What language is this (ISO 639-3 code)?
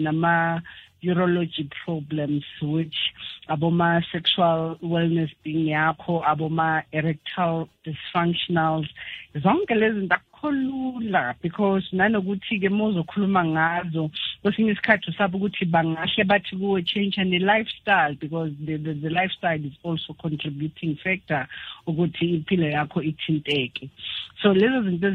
nbl